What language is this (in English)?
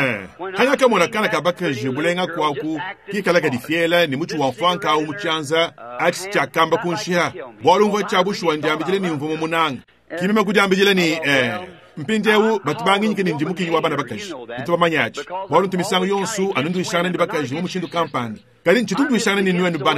Luba-Lulua